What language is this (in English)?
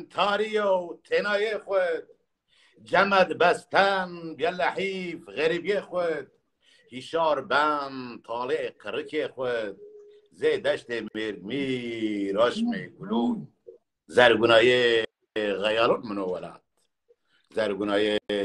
Zaza